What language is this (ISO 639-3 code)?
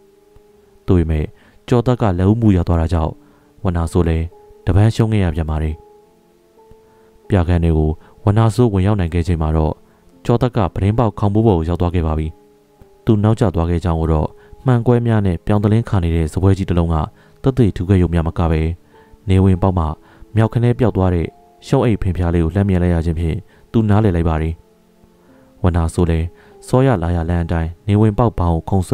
mya